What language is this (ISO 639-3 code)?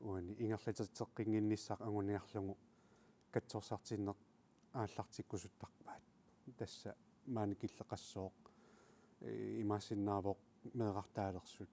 kal